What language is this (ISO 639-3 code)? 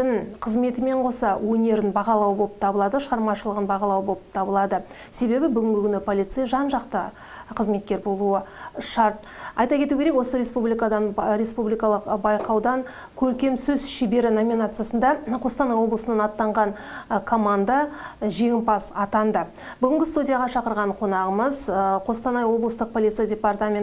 kaz